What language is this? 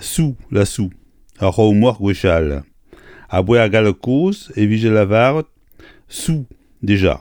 Breton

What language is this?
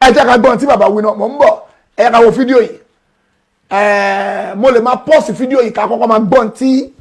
Yoruba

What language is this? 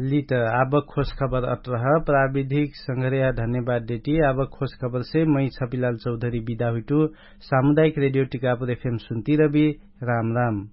Dangaura Tharu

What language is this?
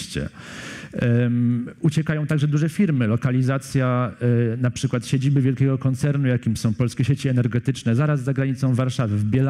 Polish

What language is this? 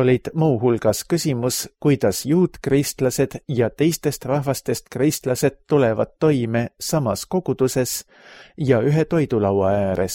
Estonian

